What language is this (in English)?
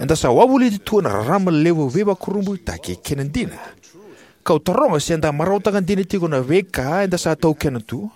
Fijian